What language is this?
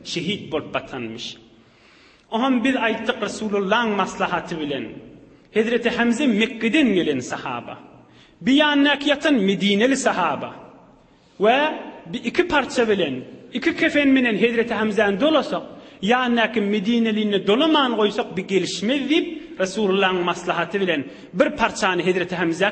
Turkmen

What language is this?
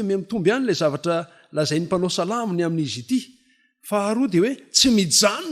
Malagasy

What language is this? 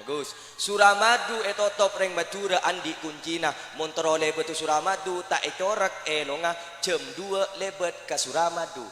Madurese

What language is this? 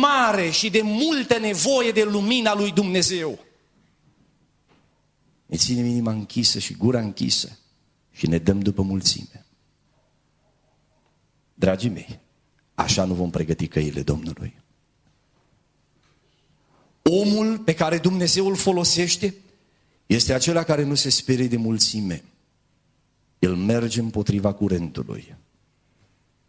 Romanian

